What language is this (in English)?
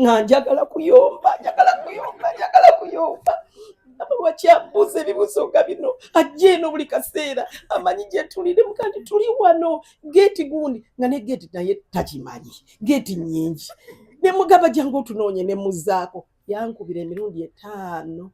Ganda